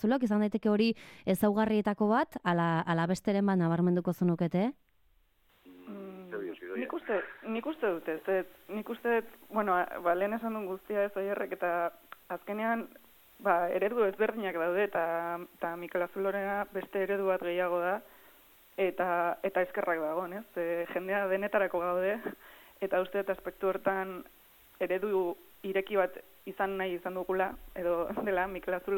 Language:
Basque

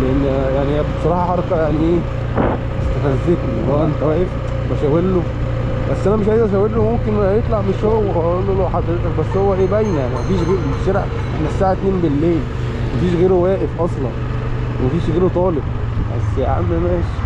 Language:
Egyptian Arabic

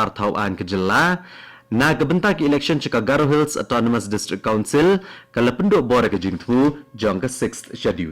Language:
Khasi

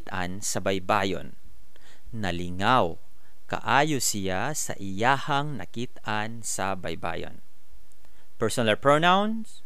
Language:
Cebuano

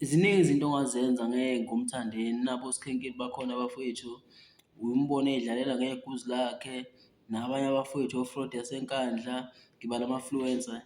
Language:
Zulu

